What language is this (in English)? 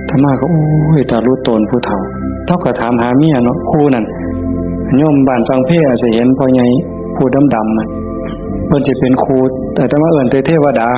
Northeastern Thai